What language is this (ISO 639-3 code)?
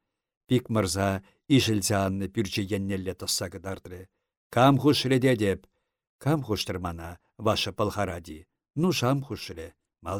chv